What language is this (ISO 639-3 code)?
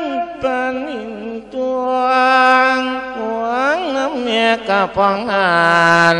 lao